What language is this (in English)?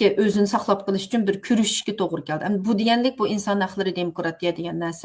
Uyghur